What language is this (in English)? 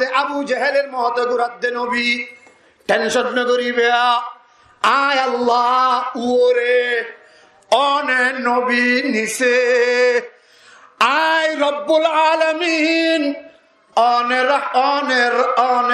Rohingya